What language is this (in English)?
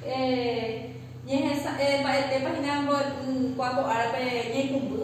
Guarani